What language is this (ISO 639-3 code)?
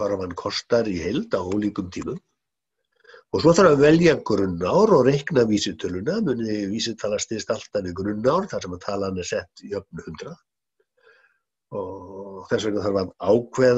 isl